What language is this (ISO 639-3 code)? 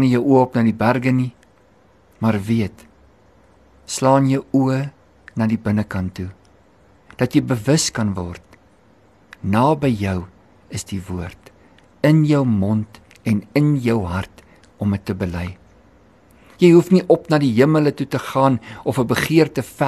afr